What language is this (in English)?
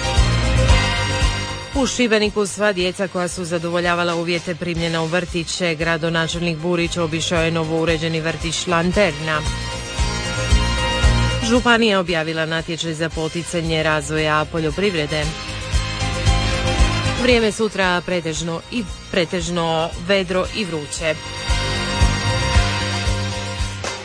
Croatian